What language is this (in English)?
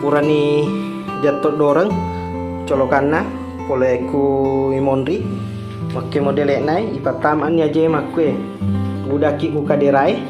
Buginese